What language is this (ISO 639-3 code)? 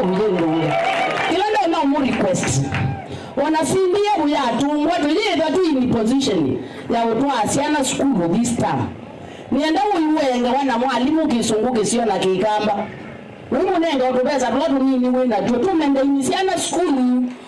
kam